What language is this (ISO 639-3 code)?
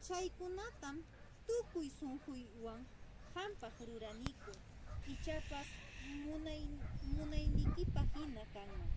que